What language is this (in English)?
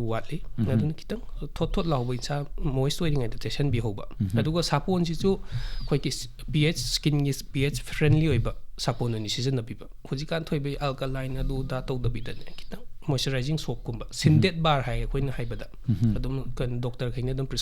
Manipuri